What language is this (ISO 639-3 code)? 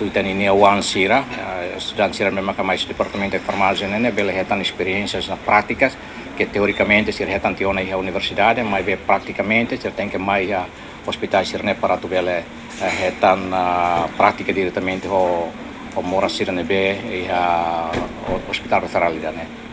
tet